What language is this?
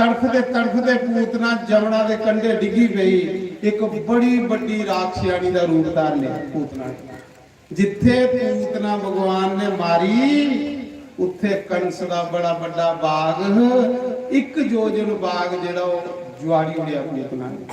Dogri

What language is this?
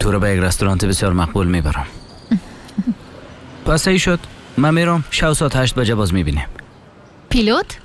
Persian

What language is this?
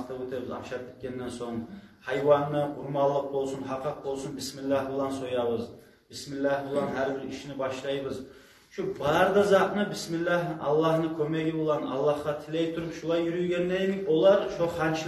Kumyk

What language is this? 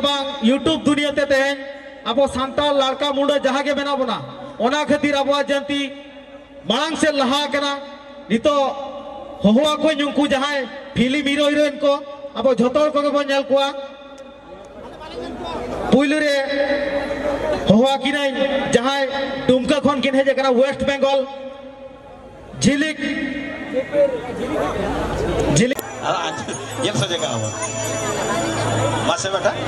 Santali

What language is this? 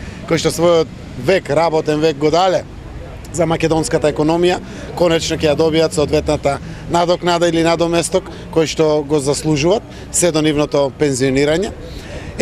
Macedonian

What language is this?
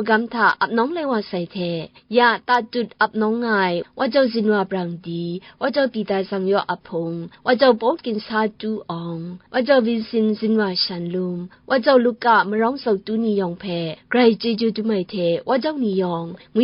Kachin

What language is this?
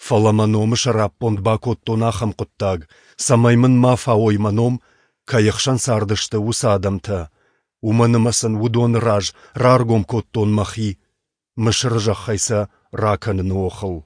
Ossetic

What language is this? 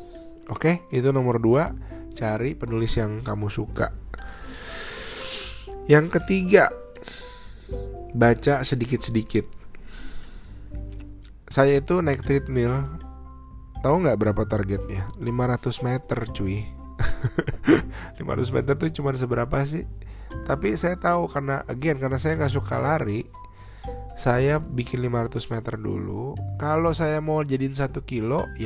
Indonesian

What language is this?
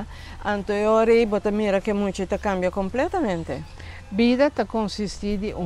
Papiamento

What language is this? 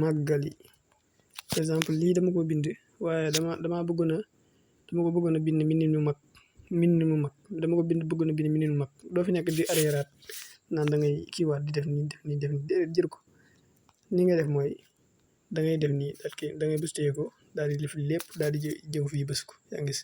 Wolof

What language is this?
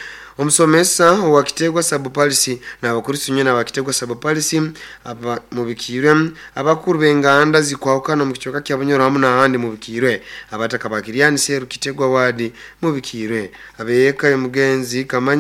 Nyoro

